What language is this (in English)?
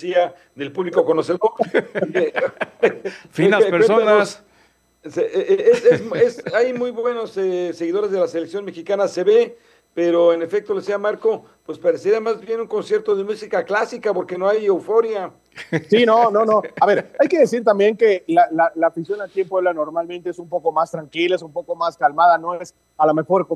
Spanish